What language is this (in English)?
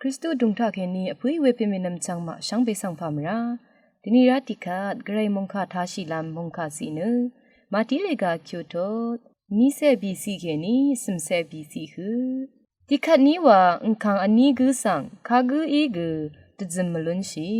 Rawang